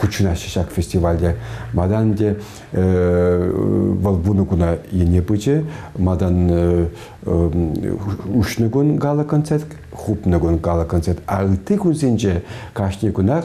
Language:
Chuvash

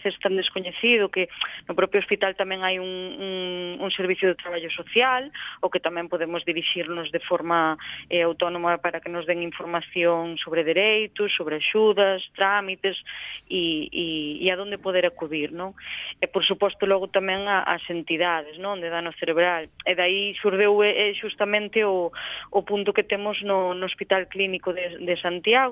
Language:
Galician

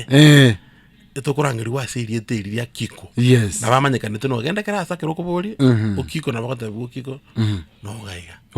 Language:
Gusii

